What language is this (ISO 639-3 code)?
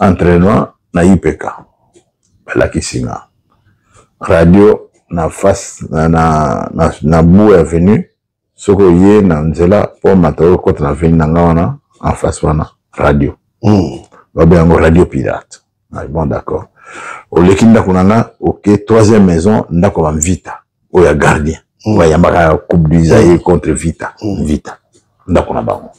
lin